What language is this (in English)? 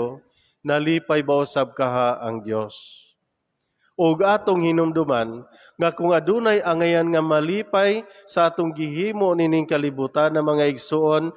Cebuano